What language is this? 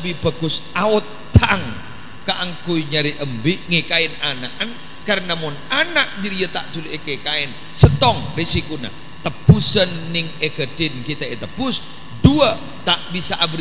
Madurese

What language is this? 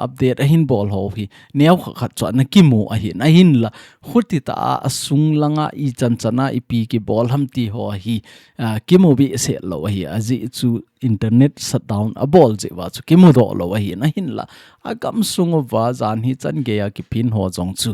Thado Chin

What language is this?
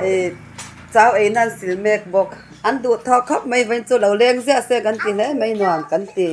Mizo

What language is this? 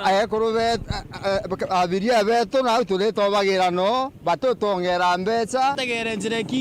Meru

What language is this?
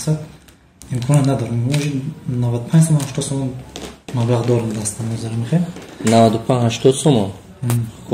Tajik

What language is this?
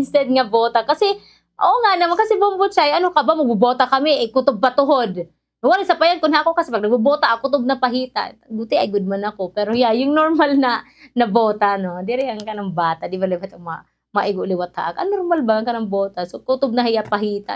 Waray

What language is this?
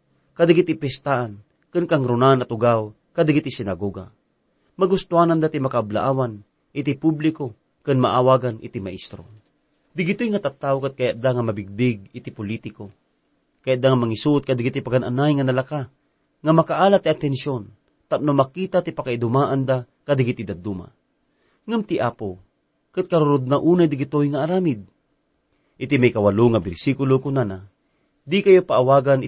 Iloko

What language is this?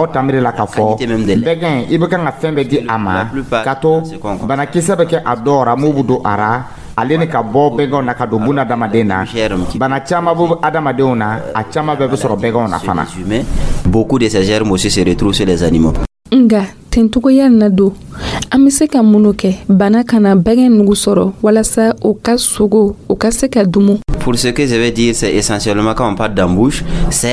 Dyula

